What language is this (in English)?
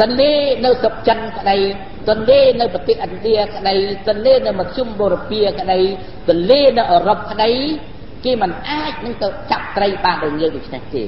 Khmer